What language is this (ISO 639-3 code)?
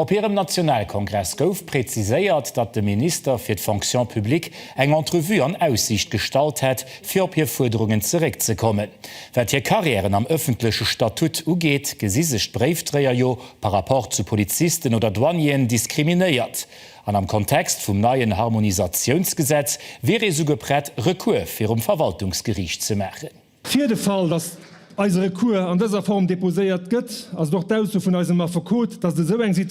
ltz